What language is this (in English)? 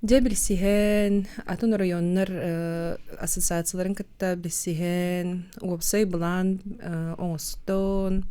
Yakut